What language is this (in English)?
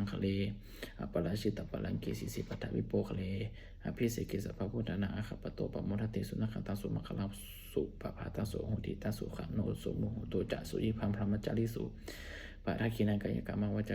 Pali